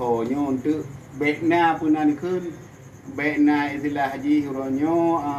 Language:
Achinese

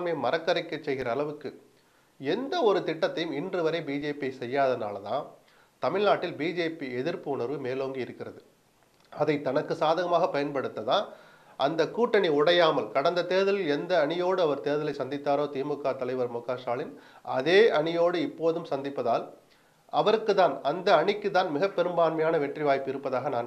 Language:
Tamil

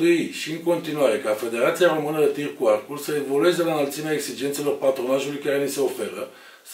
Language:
Romanian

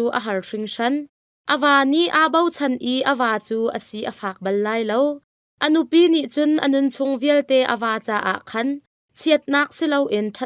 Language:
Hakha Chin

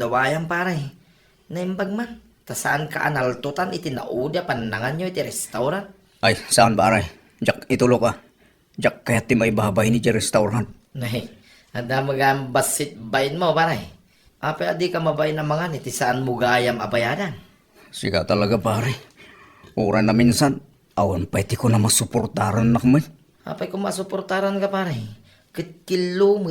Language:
Iloko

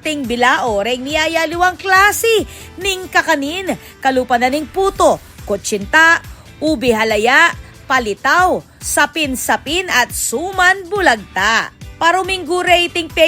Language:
Pampanga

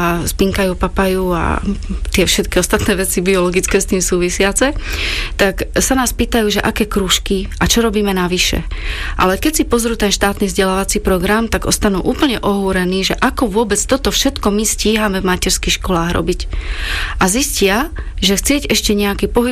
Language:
Slovak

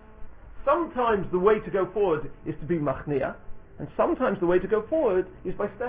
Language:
English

